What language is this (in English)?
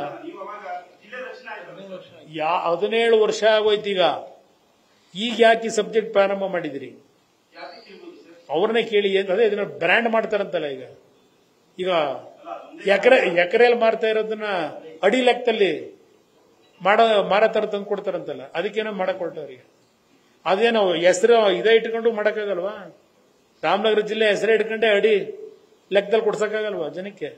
Kannada